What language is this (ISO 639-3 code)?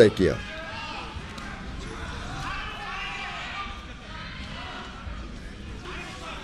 bul